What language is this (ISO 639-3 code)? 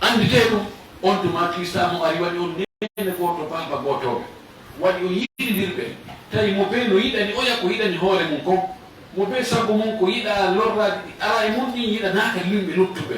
ful